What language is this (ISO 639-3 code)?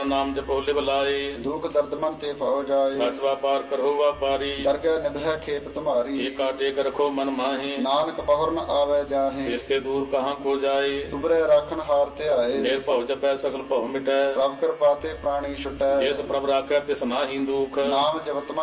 pan